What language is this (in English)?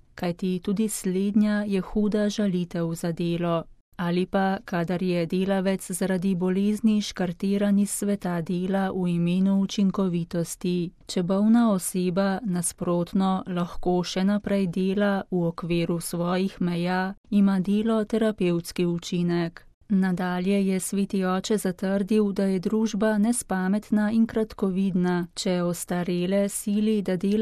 Slovenian